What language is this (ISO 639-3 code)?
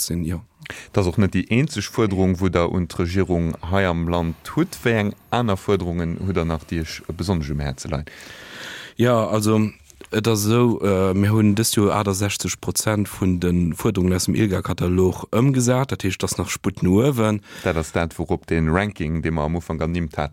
ltz